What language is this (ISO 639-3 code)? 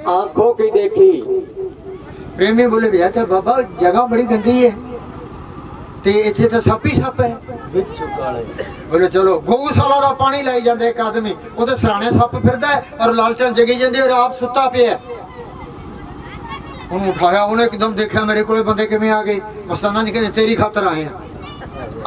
hin